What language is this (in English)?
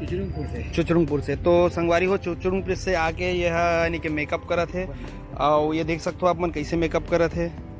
Chhattisgarhi